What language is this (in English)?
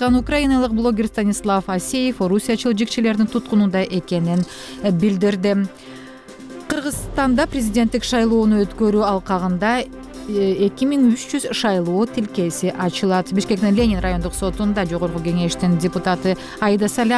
Kyrgyz